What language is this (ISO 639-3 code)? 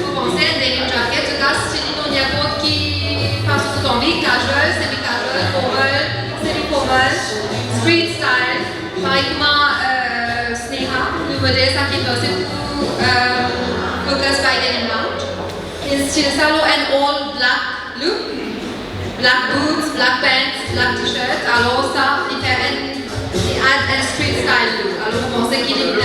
mfe